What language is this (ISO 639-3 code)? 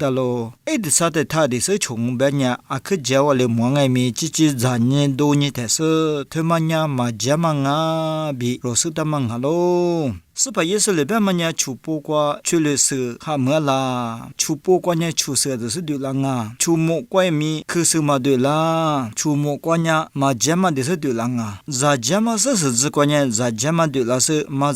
lis